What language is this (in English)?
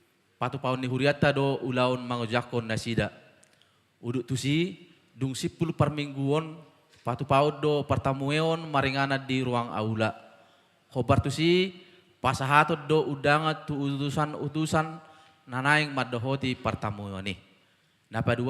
Batak Toba